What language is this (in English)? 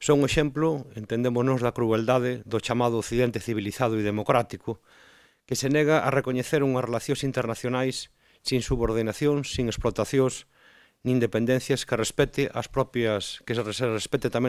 Galician